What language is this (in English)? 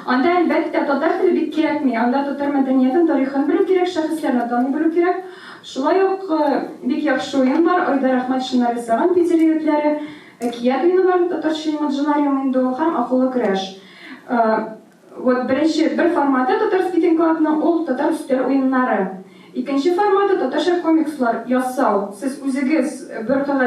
Tatar